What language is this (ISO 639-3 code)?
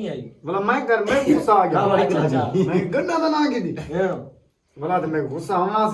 skr